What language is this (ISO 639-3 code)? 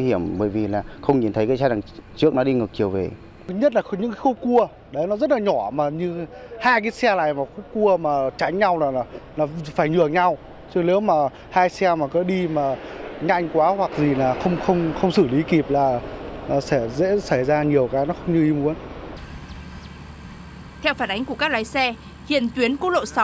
vie